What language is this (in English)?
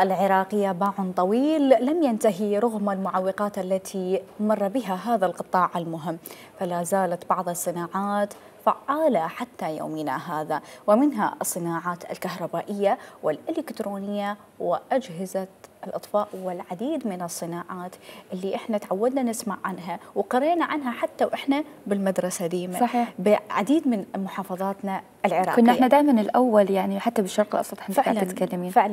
Mesopotamian Arabic